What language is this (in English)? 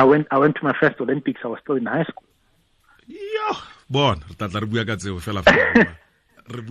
Tswana